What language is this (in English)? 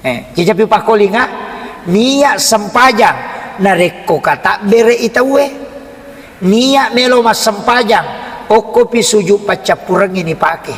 Buginese